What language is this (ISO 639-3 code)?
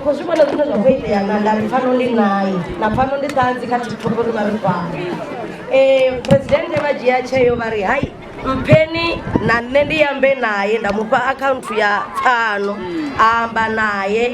ven